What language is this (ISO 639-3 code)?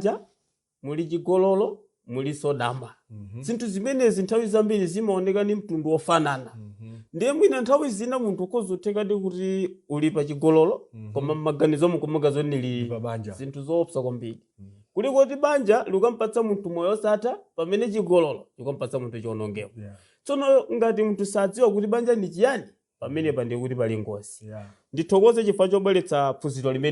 nya